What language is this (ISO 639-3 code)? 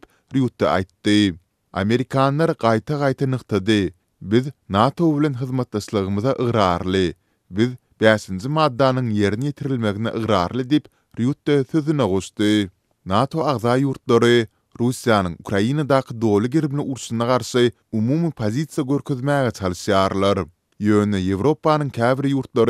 tuk